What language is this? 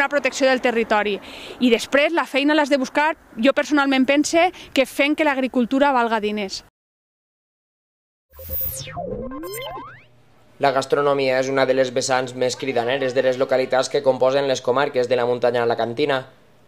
Catalan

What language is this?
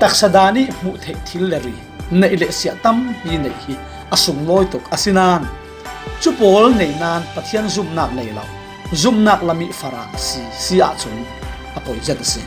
Falam Chin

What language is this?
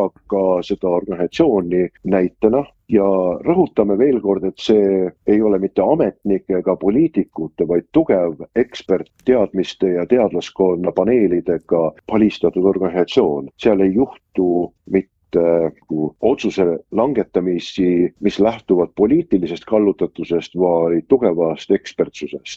Estonian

